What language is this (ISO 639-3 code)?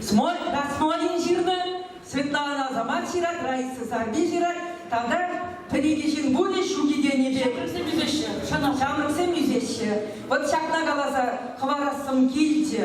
chv